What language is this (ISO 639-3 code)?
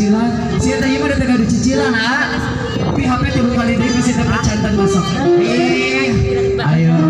sun